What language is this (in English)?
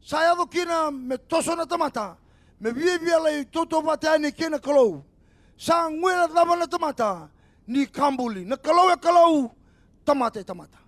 Fijian